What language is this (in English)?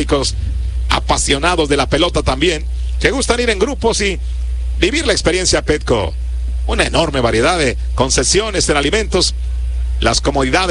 Spanish